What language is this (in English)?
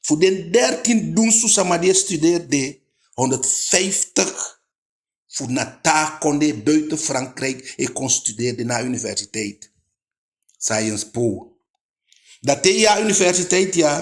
Eastern Maroon Creole